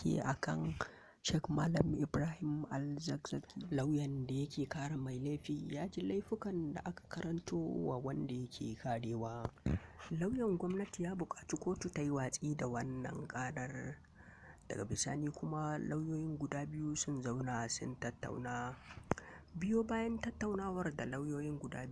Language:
Hausa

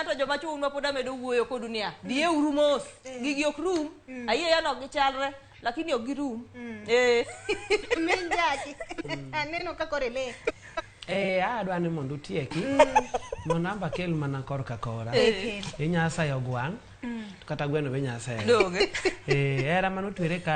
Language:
Luo (Kenya and Tanzania)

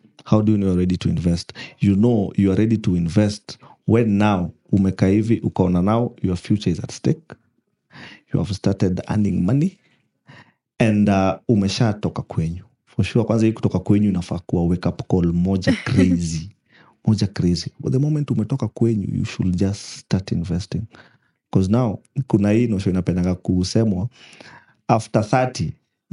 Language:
Swahili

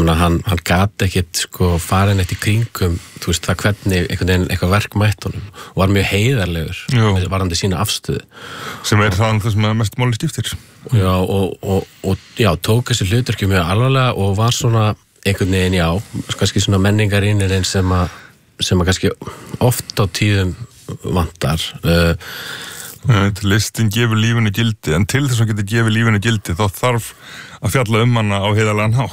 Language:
Icelandic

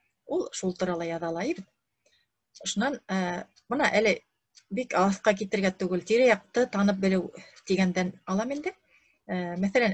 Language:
Bashkir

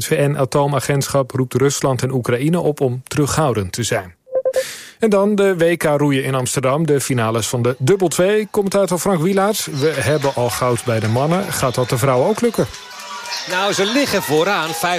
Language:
Dutch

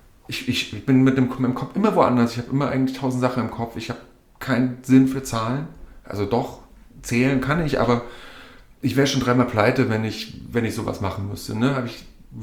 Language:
German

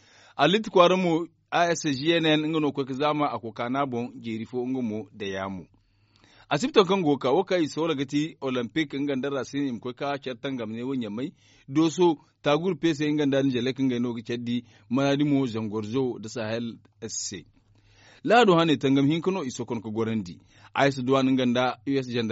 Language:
Zarma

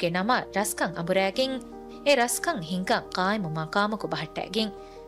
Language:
Divehi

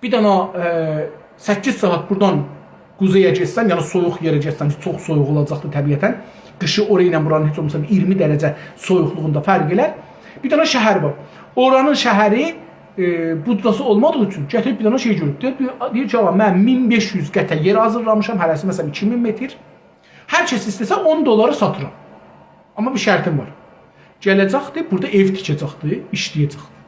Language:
South Azerbaijani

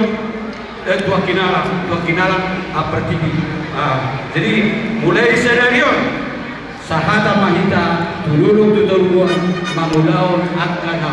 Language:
Batak Toba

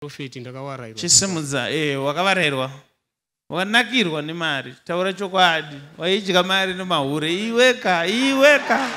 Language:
Shona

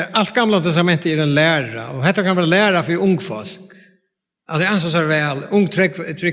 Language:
Faroese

